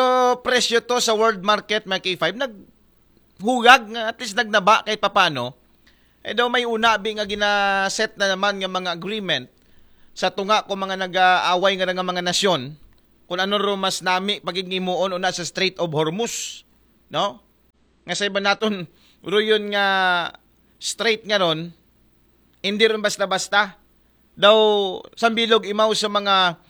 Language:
Aklanon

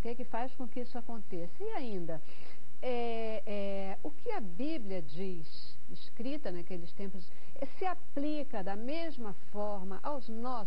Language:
Portuguese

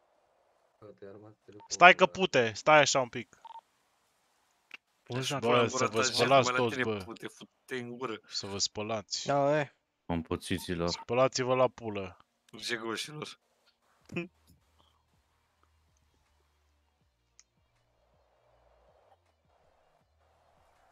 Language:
Romanian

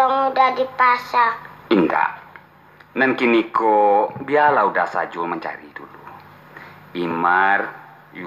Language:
Minangkabau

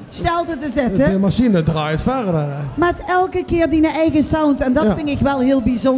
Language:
Limburgish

